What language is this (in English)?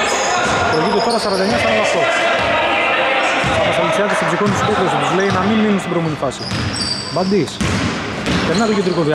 Greek